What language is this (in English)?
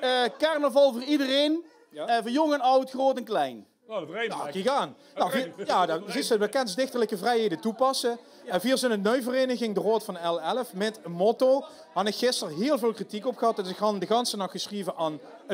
Limburgish